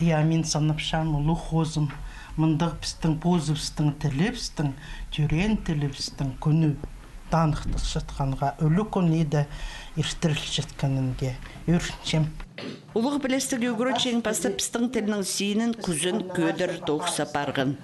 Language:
Khakas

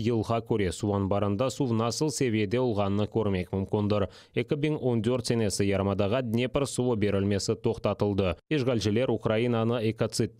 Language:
Crimean Tatar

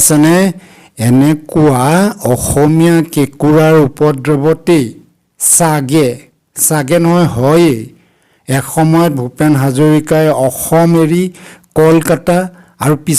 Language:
Assamese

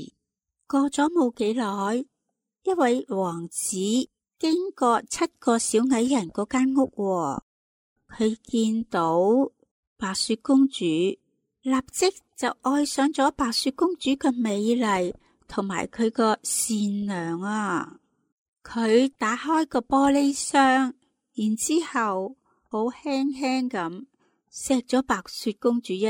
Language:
Cantonese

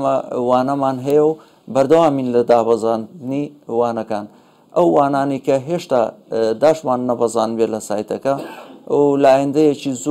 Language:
Central Kurdish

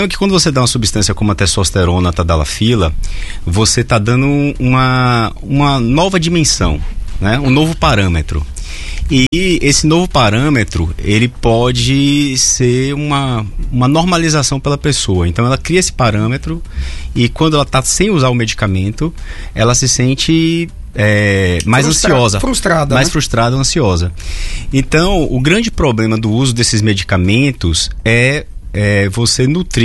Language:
Portuguese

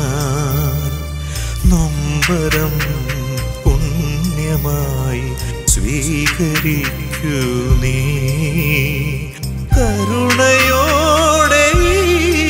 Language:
Malayalam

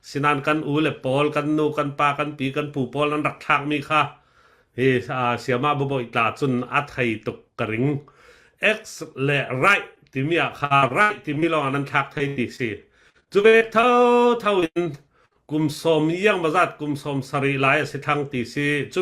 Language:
Falam Chin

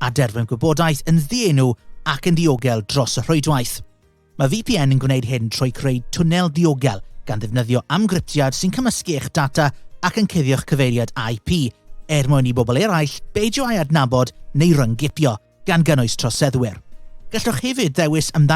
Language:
Welsh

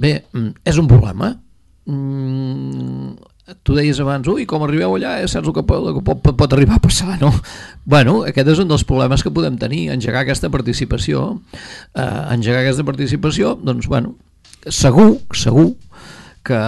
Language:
Catalan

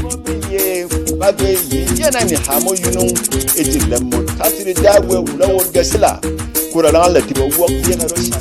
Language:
Berom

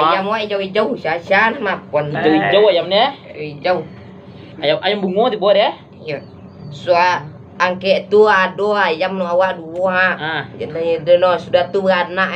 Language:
Minangkabau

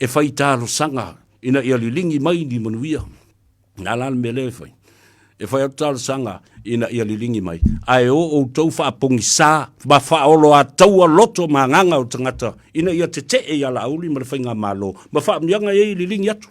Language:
Samoan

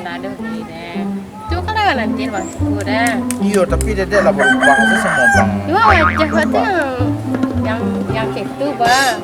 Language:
Minangkabau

